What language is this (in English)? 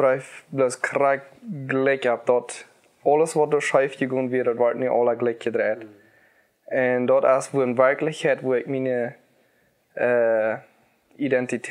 Plautdietsch